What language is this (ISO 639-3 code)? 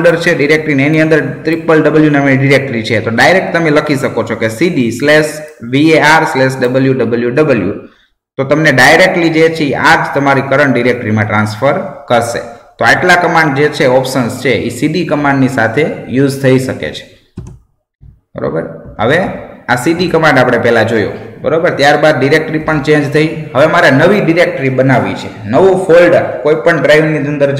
guj